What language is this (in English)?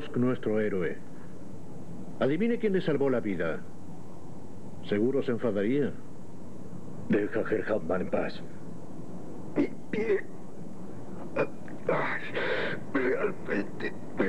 Spanish